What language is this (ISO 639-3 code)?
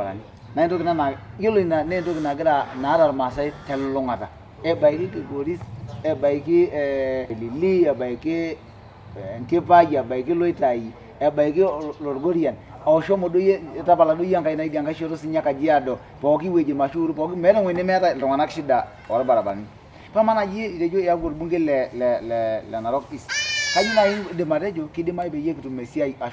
mas